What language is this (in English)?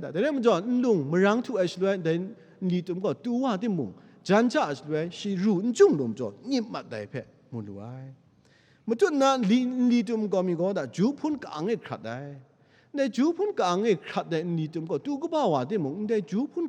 Kachin